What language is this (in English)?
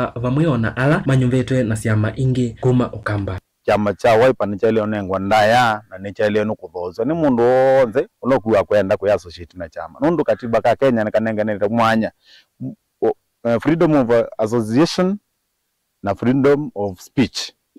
Kamba